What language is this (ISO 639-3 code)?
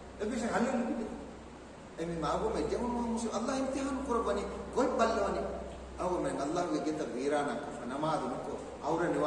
div